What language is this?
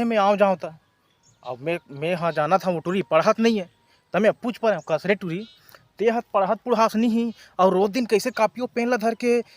Chhattisgarhi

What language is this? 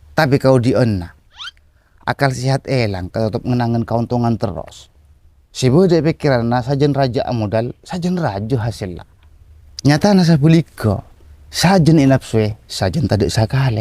Madurese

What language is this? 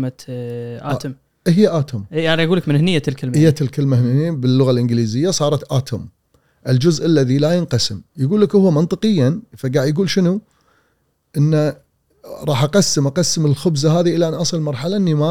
Gulf Arabic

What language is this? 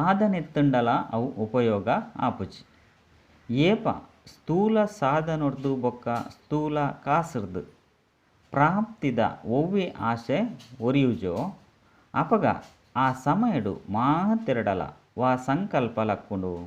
Tulu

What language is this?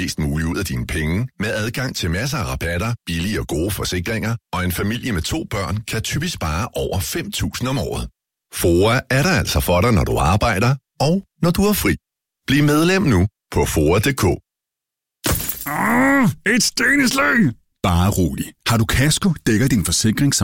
Danish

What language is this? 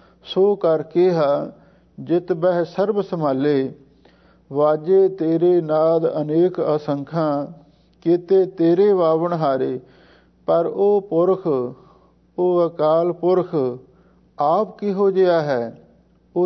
Punjabi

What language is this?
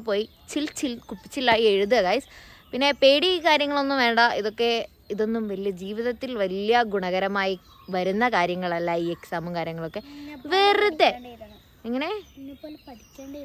Malayalam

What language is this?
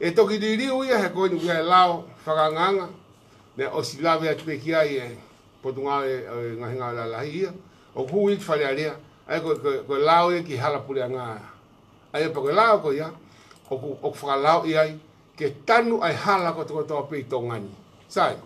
Tongan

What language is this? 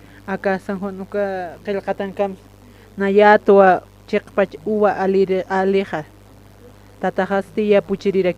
Aymara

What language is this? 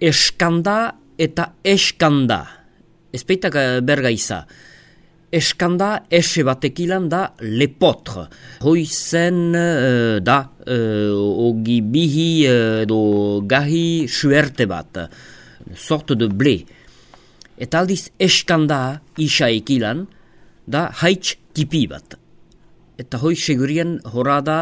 Basque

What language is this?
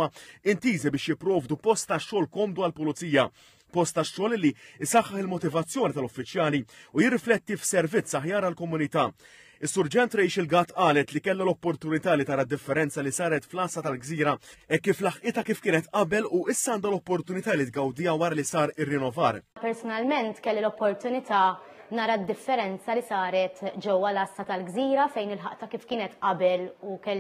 Maltese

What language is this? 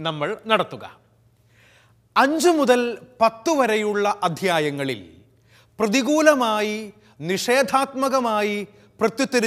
Malayalam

